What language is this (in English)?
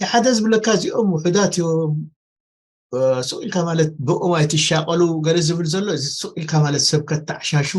Tigrinya